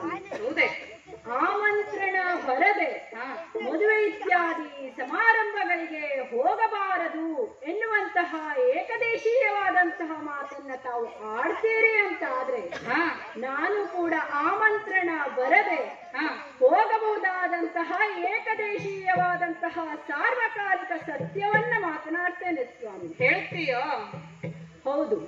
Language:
Kannada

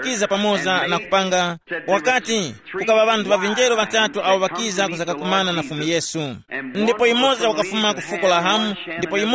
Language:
Tumbuka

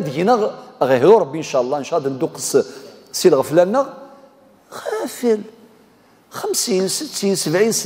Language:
Kabyle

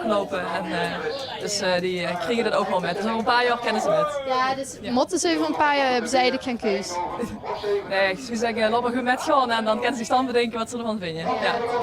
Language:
Limburgish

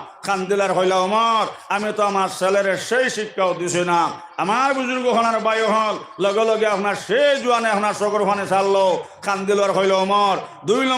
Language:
Sylheti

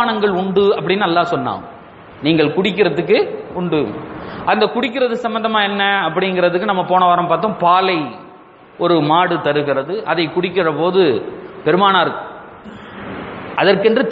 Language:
Tamil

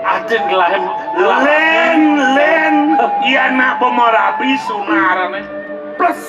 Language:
Balinese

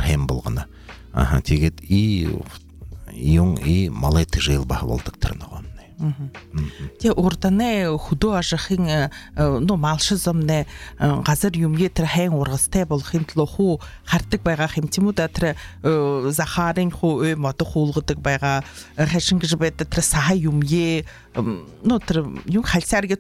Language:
Buriat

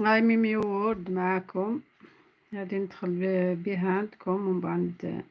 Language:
Algerian Arabic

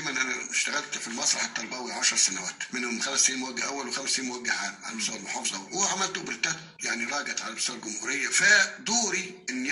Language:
Egyptian Arabic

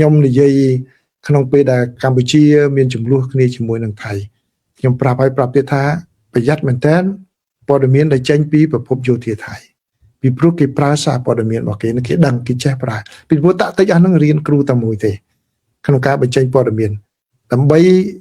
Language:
Khmer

